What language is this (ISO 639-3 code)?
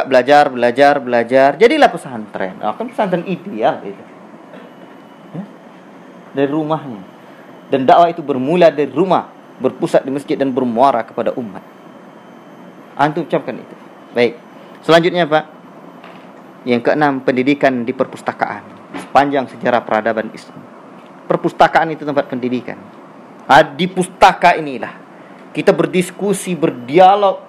ind